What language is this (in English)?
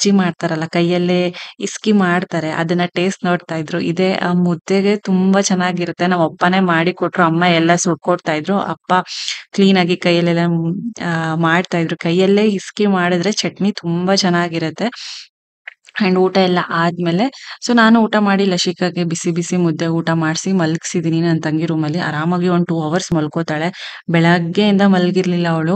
Kannada